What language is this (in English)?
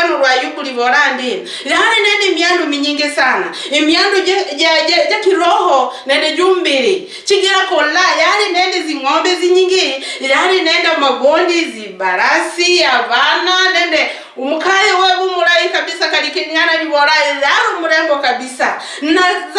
Luyia